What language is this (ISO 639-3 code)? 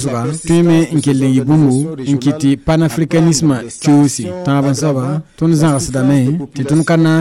mos